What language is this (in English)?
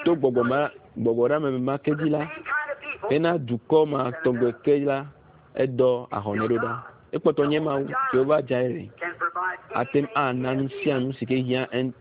Ewe